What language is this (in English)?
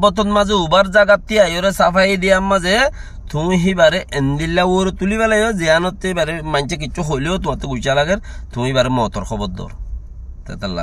Rohingya